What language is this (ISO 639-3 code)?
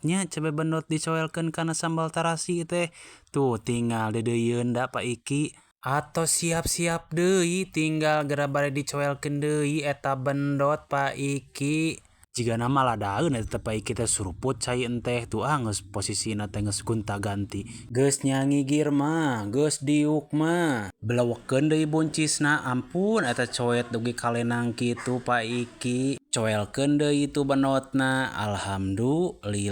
sun